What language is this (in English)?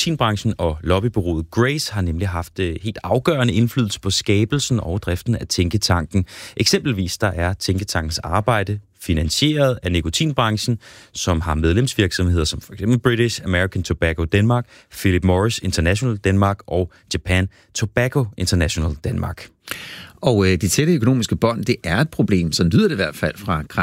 Danish